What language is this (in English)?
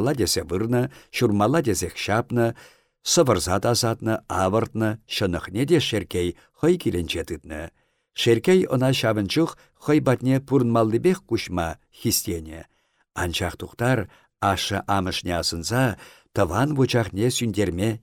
Chuvash